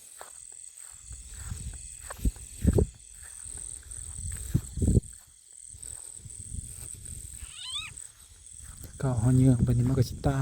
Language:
Northeastern Thai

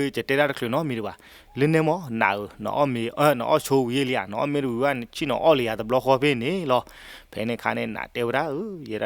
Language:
S'gaw Karen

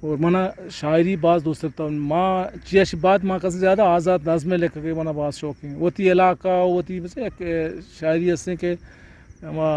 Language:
Eastern Balochi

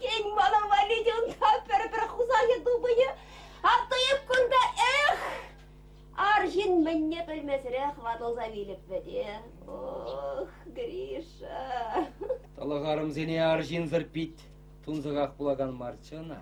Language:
Chuvash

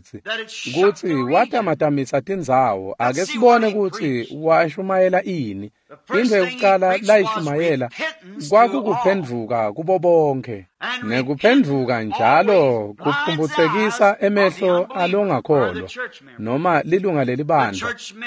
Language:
Swati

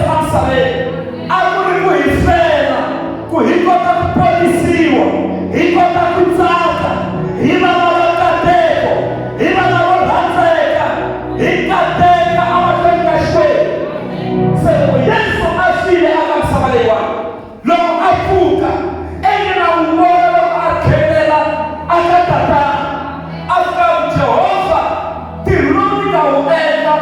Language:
Tsonga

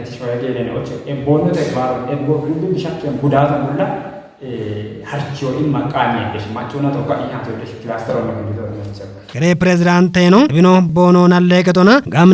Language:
Kafa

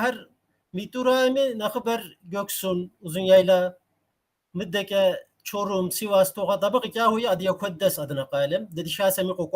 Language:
Kabardian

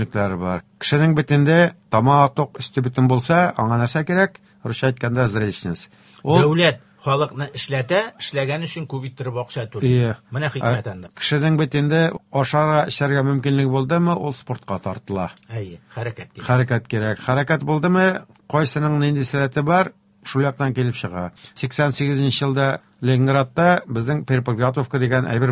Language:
Tatar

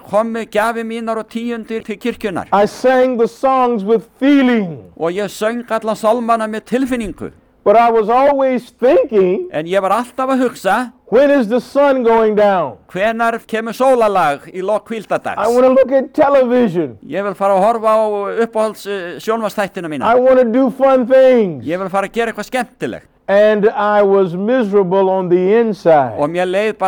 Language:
Icelandic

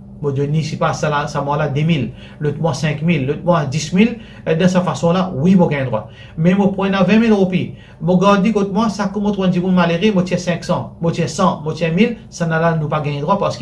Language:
Morisyen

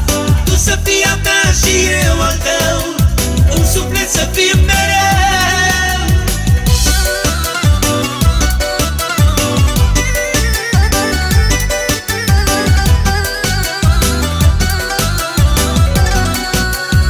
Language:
Romanian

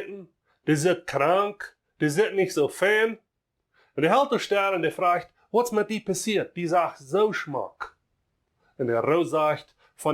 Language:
Plautdietsch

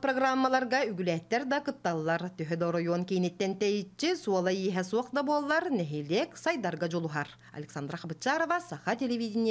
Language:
Yakut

